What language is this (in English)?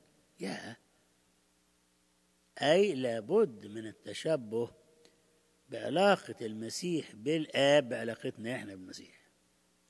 Egyptian Arabic